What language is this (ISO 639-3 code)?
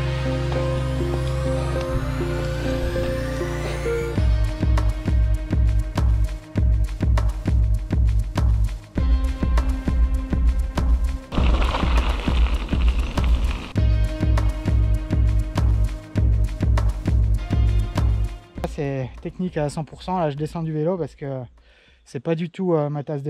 fra